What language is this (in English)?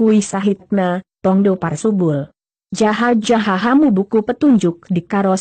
Batak Toba